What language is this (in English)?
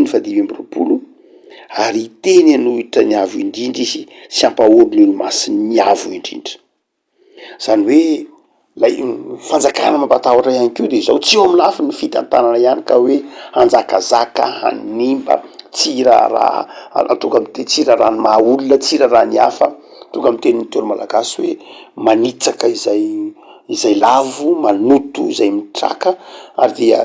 Malagasy